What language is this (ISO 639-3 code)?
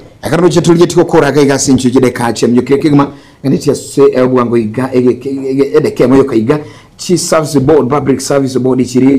guz